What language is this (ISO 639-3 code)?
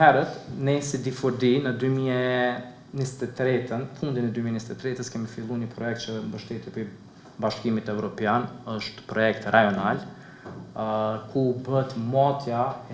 sqi